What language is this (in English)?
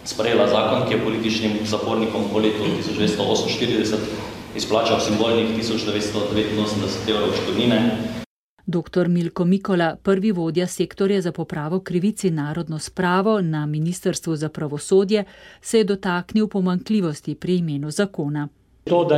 Slovenian